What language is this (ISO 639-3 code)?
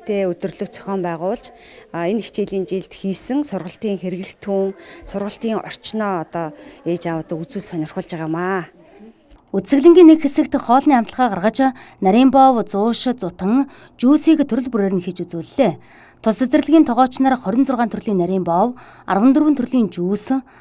mon